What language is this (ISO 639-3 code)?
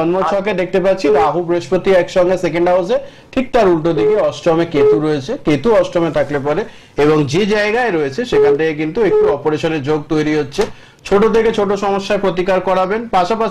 ben